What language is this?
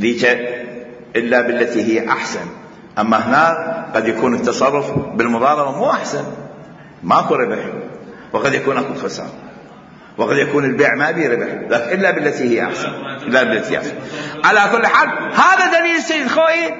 Mesopotamian Arabic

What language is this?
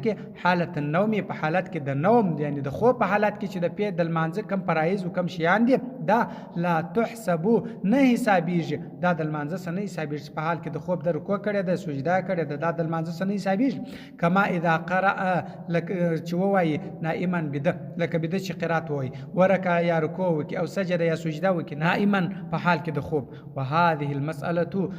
Pashto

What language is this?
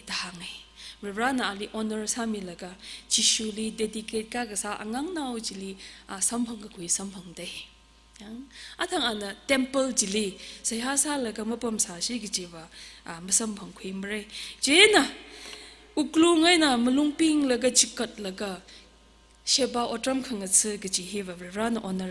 Tangkhul Naga (India)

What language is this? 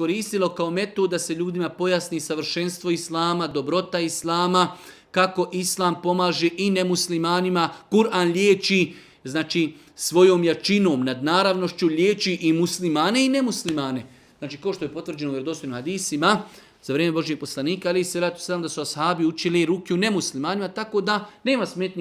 Bosnian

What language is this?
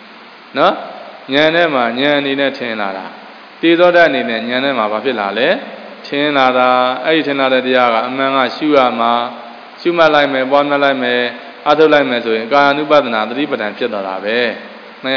Burmese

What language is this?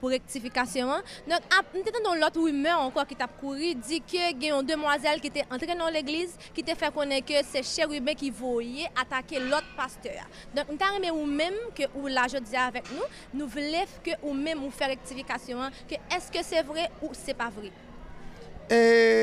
Haitian Creole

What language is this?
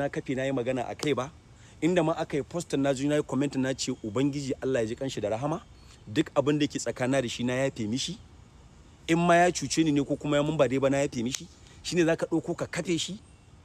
Hausa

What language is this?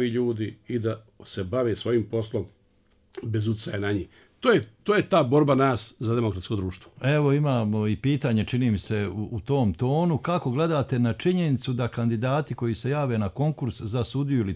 Bosnian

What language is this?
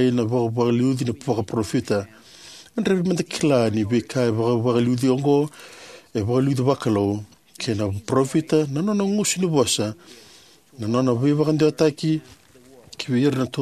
Fijian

